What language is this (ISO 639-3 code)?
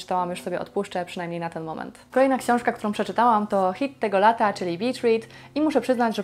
pol